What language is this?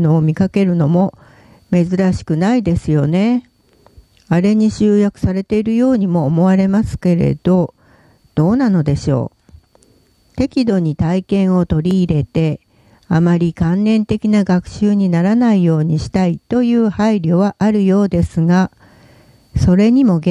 Japanese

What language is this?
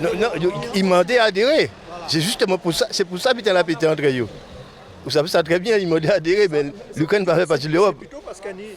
Guadeloupean Creole French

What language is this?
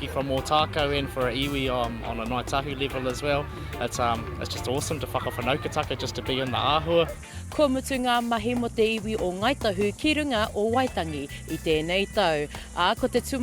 Māori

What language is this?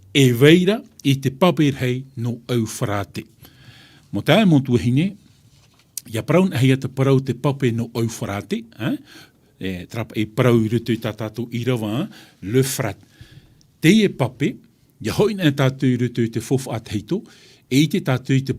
Tahitian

